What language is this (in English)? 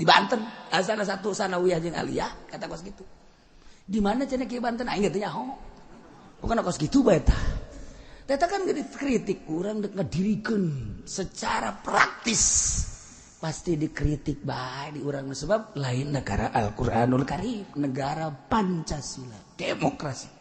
Sundanese